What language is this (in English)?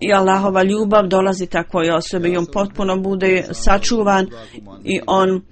Bosnian